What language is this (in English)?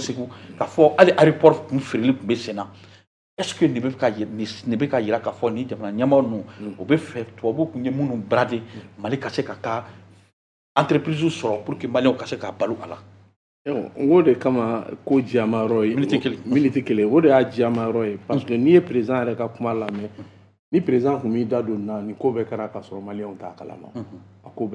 Bambara